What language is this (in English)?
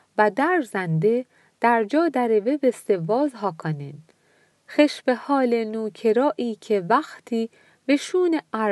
Mazanderani